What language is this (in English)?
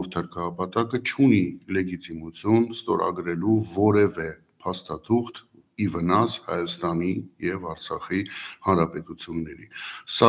Armenian